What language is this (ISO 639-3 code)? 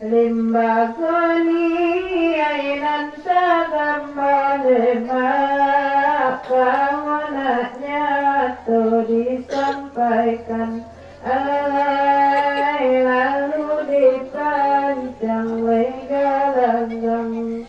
min